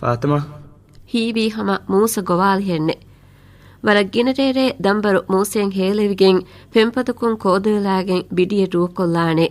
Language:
Divehi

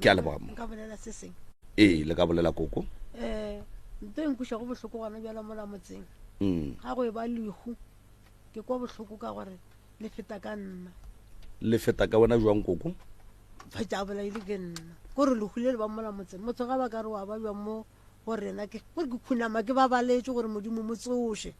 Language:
Northern Sotho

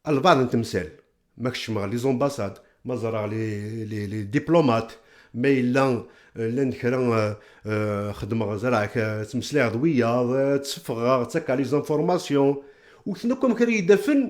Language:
Kabyle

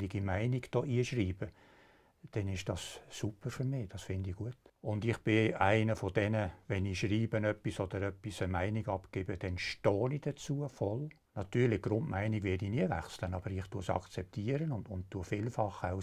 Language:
Swiss German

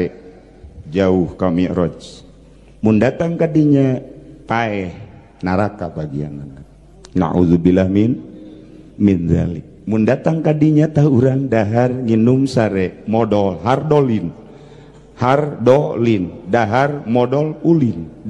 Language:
Sundanese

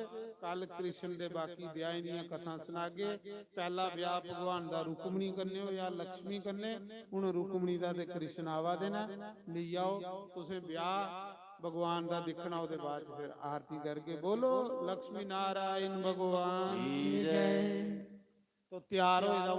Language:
Dogri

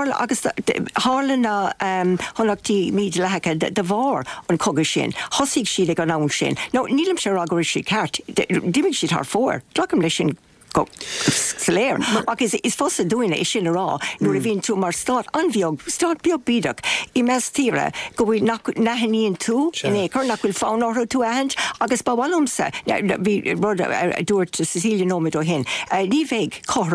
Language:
Irish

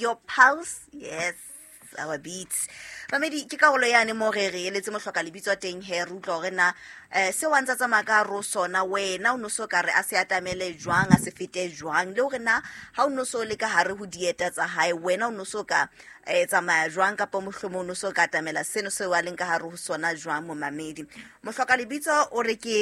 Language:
Southern Sotho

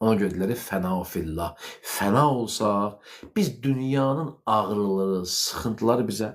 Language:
Azerbaijani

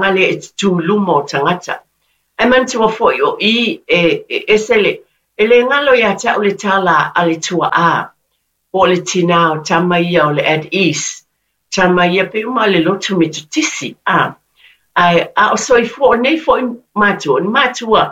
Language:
Samoan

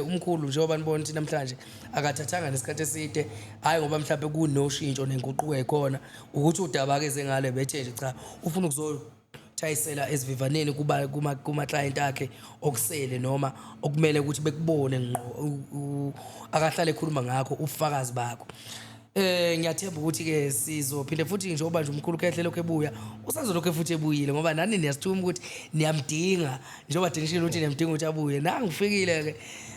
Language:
Zulu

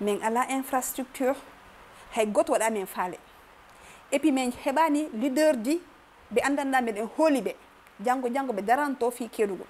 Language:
Fula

